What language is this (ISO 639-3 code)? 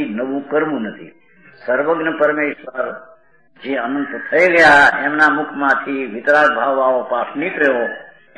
guj